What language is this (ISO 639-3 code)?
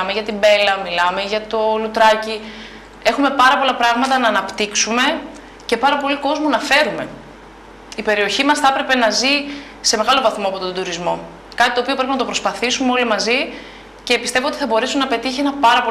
ell